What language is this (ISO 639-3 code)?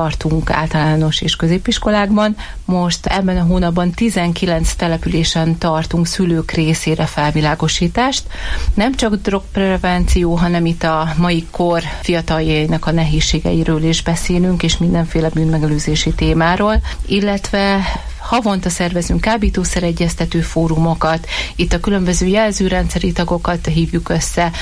hun